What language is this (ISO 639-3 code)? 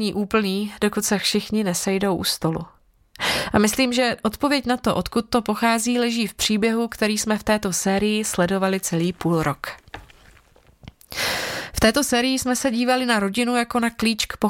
ces